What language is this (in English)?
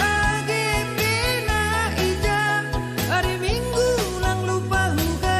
Batak Simalungun